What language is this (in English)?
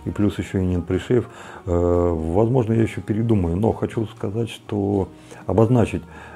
Russian